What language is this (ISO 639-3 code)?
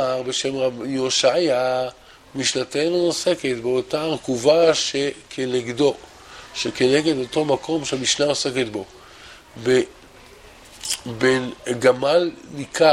heb